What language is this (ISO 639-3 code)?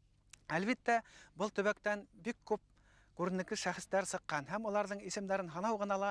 bak